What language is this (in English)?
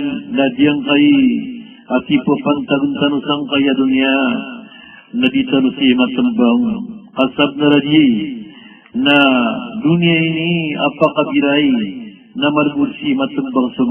Maranao